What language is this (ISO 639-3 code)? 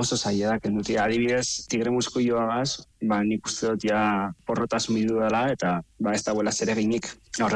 eus